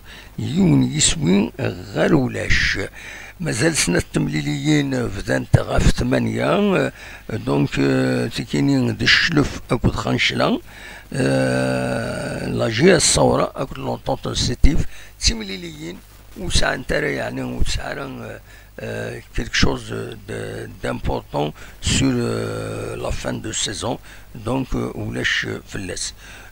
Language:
Kabyle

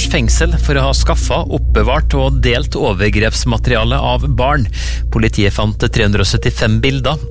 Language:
Norwegian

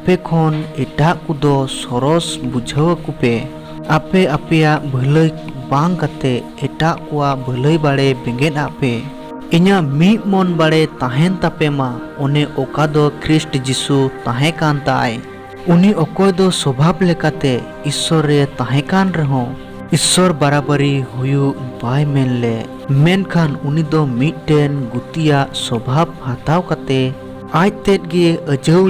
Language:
Santali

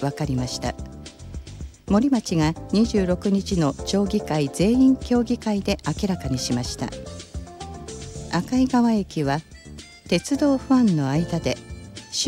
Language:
Japanese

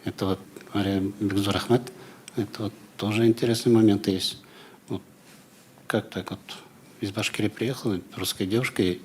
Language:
Tatar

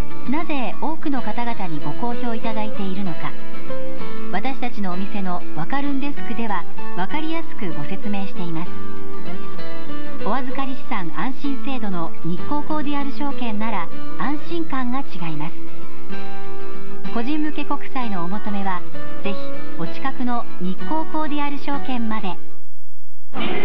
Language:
Japanese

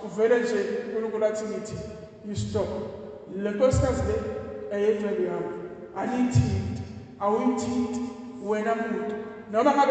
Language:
Zulu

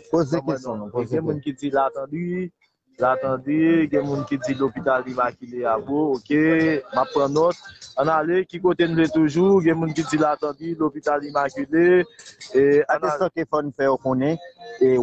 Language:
Haitian Creole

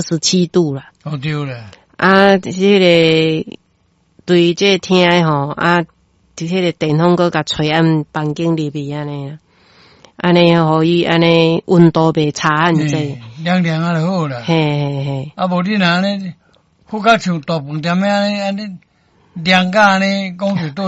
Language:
Min Nan Chinese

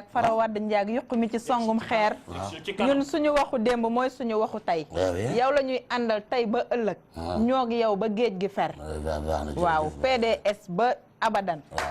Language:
Wolof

